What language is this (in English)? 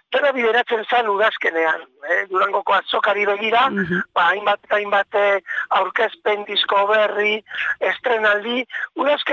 Basque